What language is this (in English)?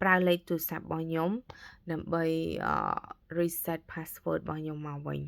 Khmer